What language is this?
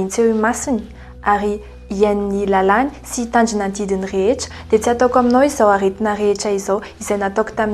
Malagasy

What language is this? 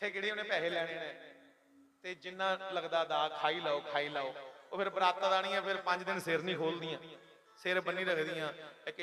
Dogri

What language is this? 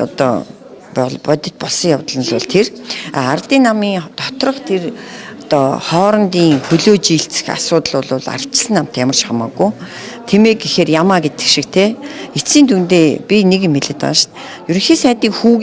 Mongolian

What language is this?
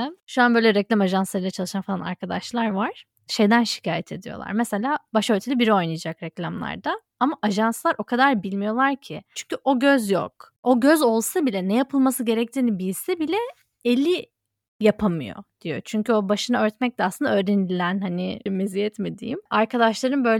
Turkish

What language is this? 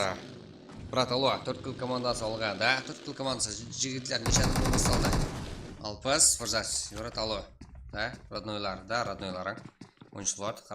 Kara-Kalpak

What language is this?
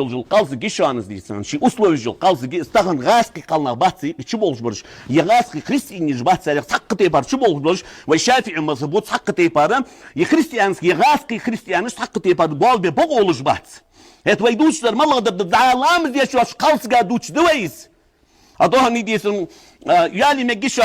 Ingush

